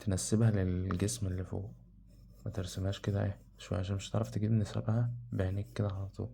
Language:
Egyptian Arabic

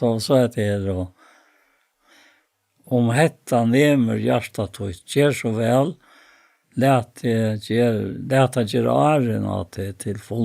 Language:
Faroese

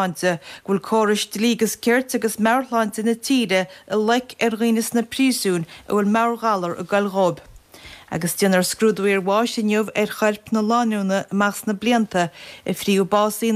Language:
Irish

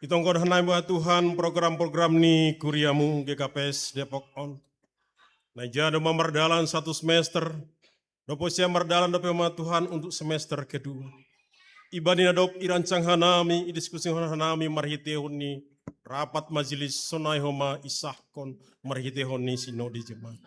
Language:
Batak Simalungun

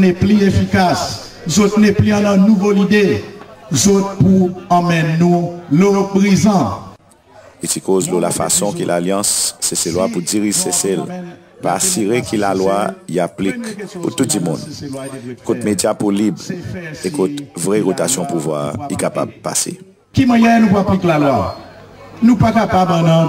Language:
Seselwa Creole French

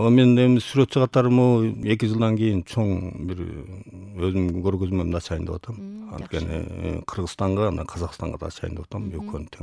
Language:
Kyrgyz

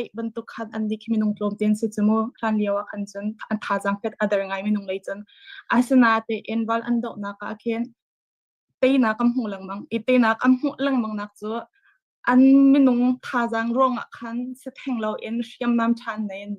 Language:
Hakha Chin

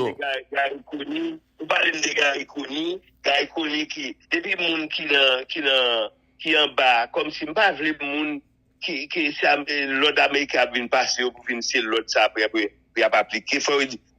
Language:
Haitian Creole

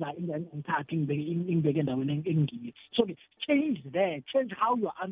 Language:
South Ndebele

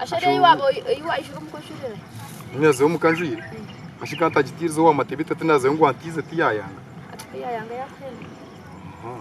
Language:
Nyankole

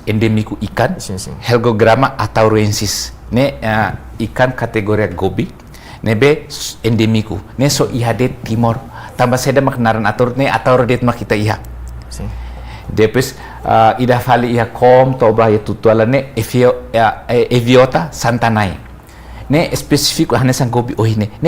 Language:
Tetum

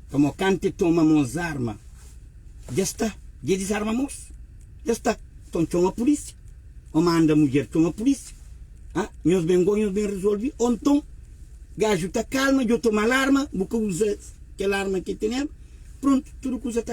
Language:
Kabuverdianu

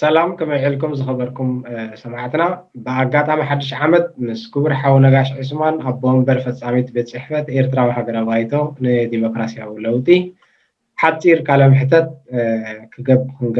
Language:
Tigrinya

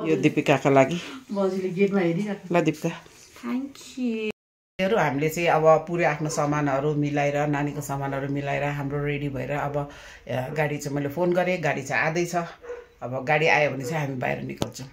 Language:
Nepali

